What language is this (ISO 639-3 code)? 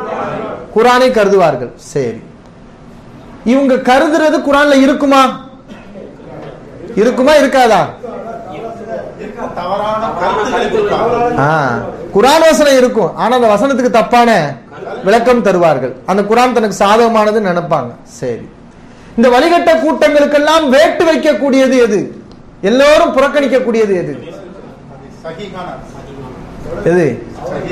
tam